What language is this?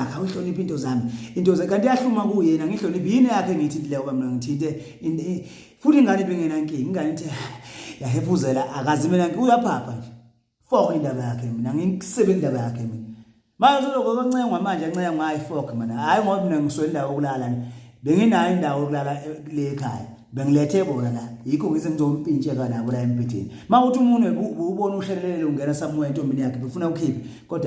Zulu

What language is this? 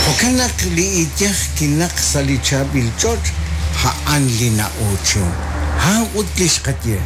Kekchí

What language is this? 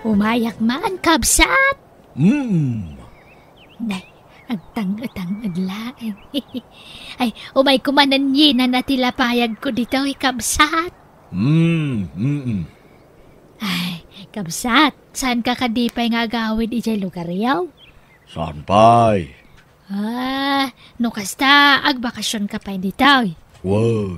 Iloko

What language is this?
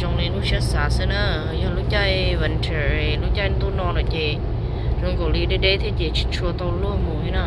Hmong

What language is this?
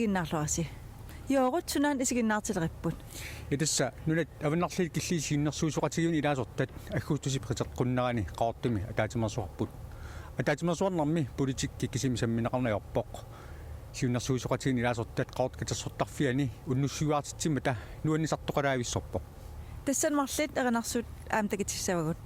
Kalaallisut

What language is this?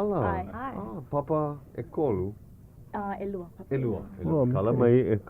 Hawaiian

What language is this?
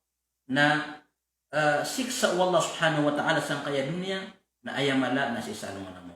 Maranao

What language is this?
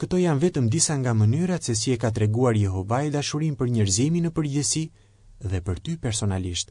Albanian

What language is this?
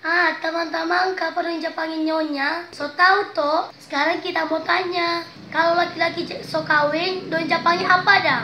Manado Malay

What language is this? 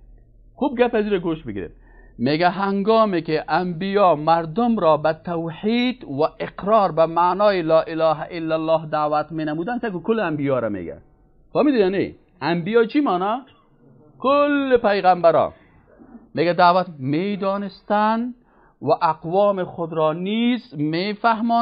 Persian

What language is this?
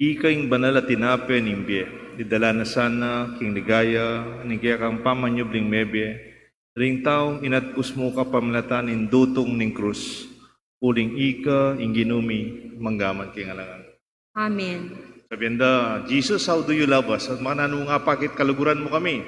Pampanga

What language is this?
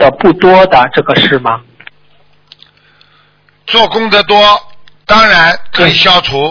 Chinese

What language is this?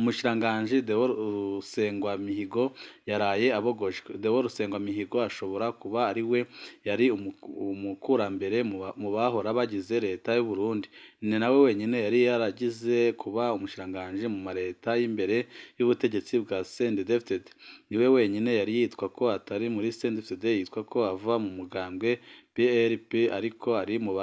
Rundi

